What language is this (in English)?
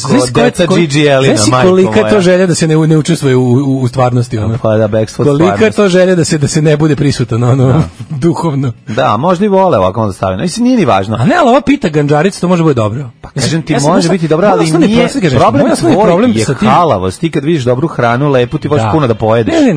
Serbian